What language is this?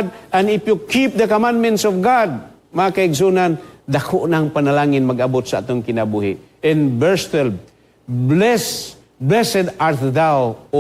Cebuano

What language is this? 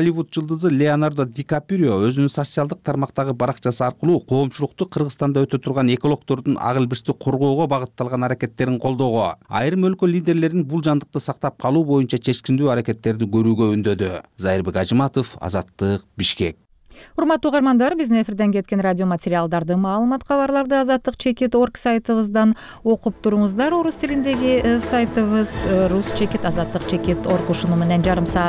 Kyrgyz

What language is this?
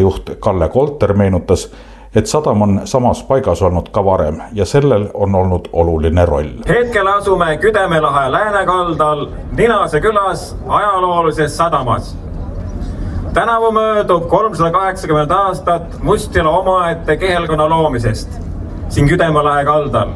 Estonian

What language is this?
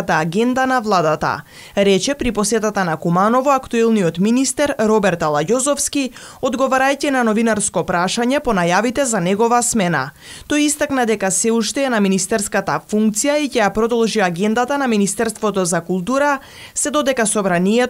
Macedonian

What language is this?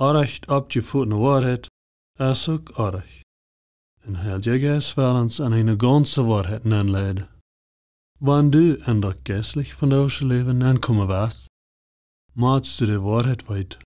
Plautdietsch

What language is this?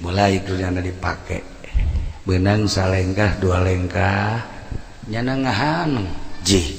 Sundanese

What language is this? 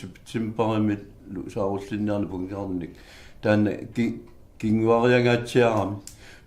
Kalaallisut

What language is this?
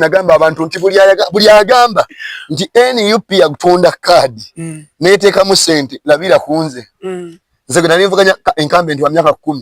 Ganda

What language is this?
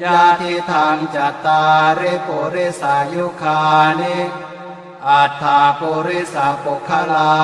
Pali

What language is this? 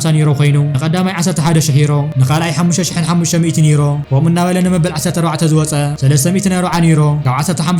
Tigrinya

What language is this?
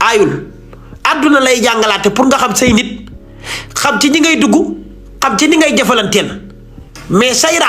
Wolof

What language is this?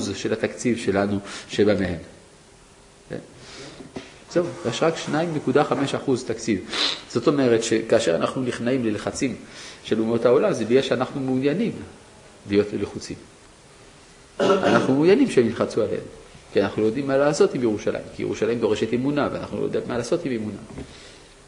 Hebrew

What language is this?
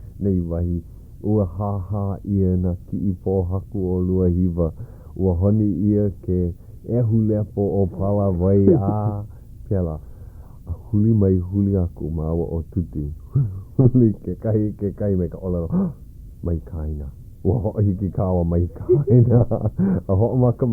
Hawaiian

